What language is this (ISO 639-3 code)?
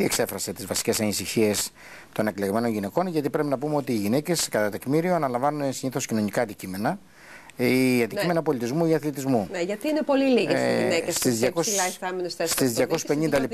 ell